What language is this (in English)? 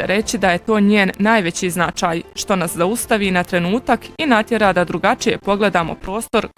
Bosnian